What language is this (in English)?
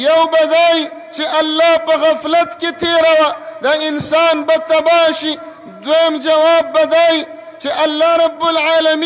Pashto